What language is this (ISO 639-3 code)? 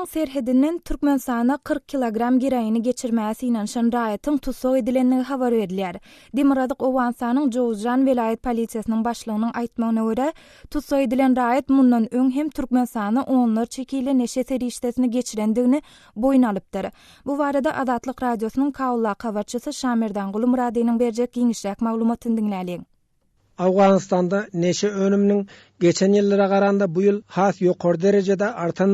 tuk